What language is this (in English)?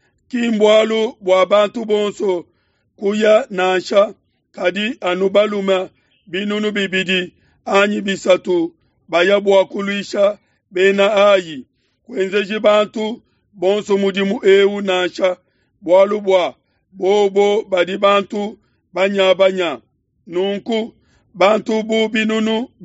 Luba-Lulua